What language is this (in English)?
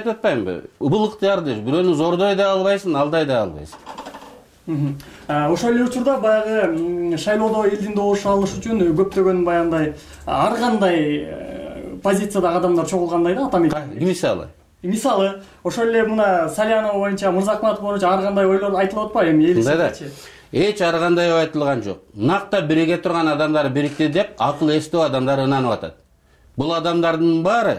Kyrgyz